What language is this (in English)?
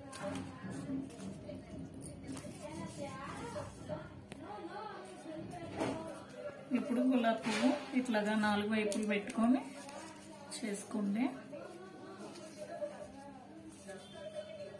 Telugu